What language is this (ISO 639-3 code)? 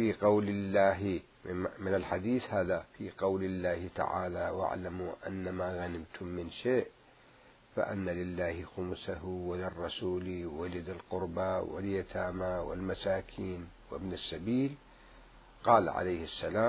acm